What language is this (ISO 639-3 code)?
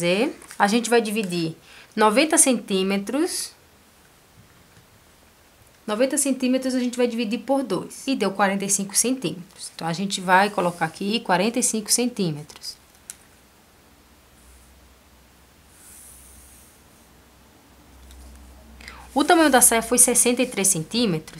por